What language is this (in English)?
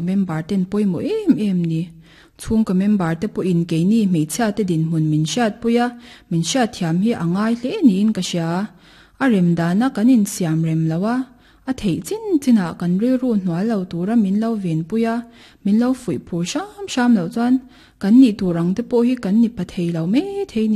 Mizo